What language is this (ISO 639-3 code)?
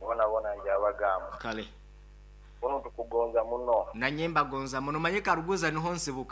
nyo